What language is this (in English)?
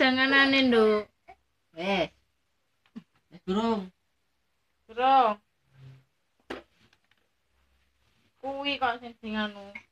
Javanese